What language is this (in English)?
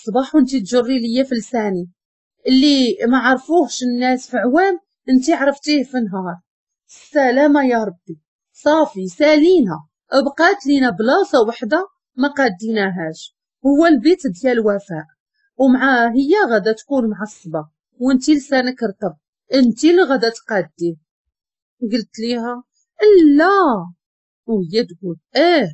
Moroccan Arabic